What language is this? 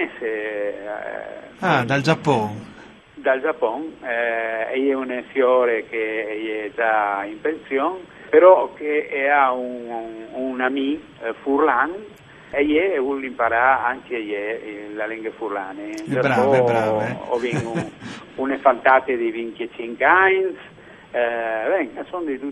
Friulian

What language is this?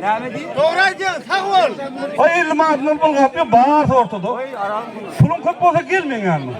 Turkmen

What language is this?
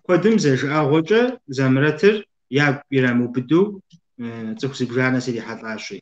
Kabardian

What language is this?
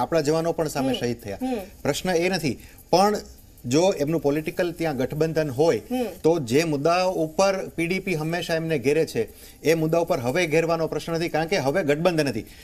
Gujarati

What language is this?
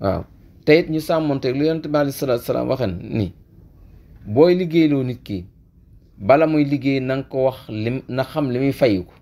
Wolof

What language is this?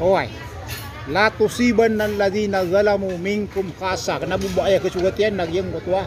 Maranao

